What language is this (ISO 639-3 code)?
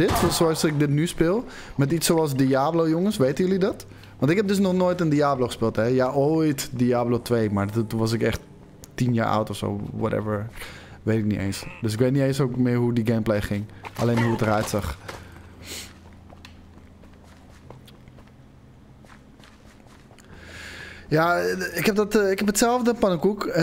nld